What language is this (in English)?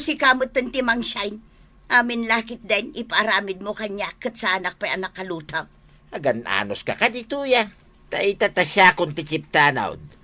Iloko